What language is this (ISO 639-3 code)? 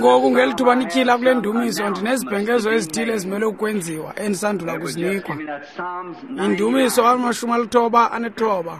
xho